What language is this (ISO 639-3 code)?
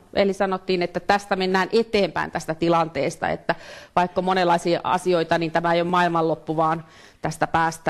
fin